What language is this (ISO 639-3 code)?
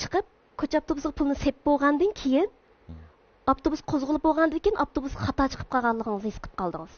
uig